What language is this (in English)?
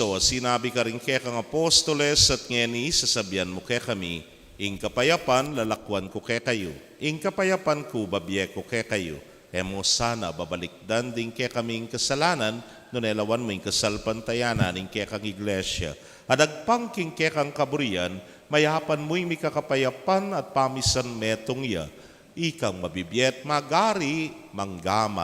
Pampanga